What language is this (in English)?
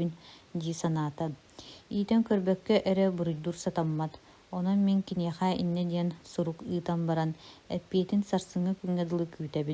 Yakut